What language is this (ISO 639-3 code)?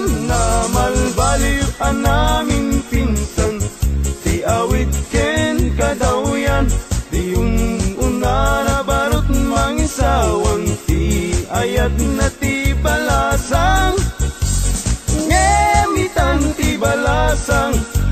ilo